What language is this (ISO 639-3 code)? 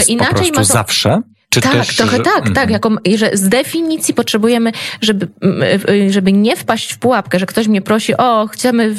pol